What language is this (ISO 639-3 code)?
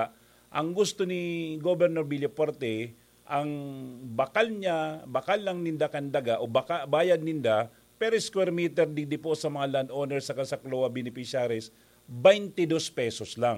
bik